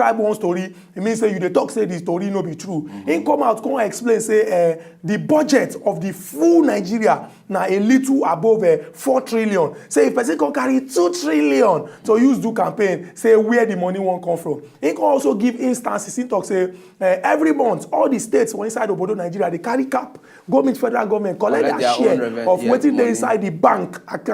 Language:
Nigerian Pidgin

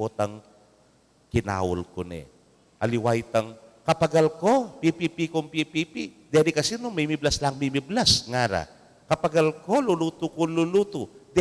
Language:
Pampanga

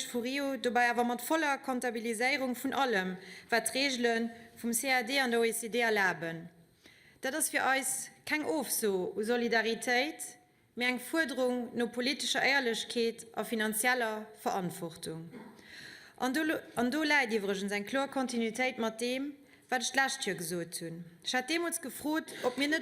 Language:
Luxembourgish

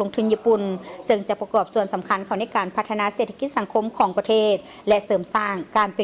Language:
Lao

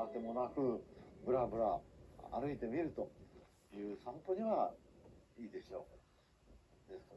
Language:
Japanese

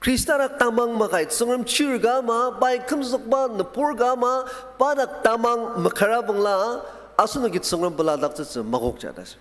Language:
Ao Naga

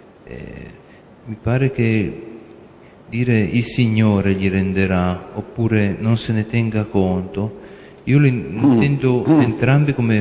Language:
Italian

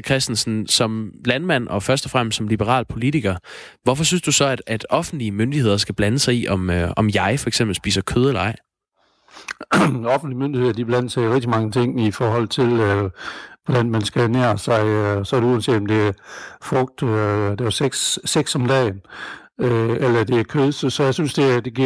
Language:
Danish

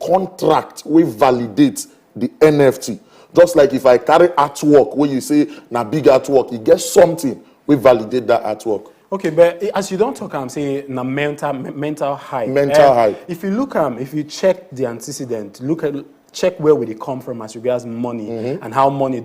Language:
Nigerian Pidgin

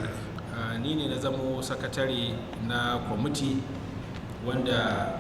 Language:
Hausa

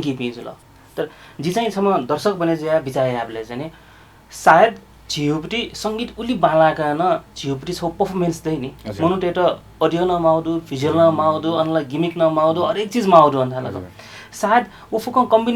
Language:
Newari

